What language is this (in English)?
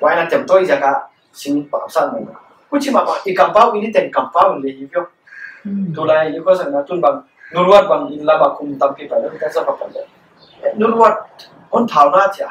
Paite Chin